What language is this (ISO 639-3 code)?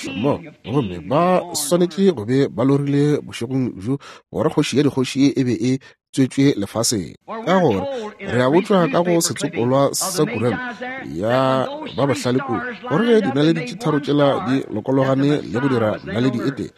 nso